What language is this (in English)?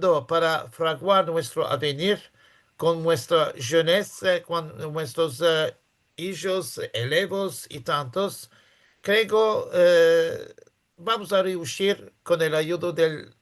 Ladino